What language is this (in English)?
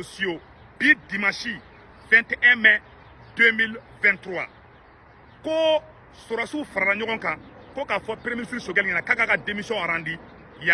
Bambara